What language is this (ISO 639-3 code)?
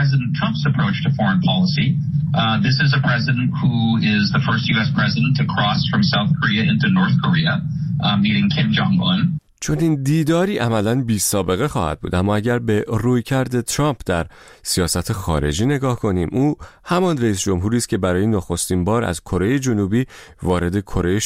fas